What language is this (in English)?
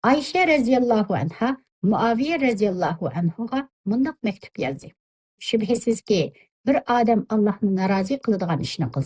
Uyghur